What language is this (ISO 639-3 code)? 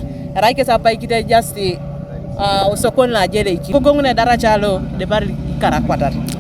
teo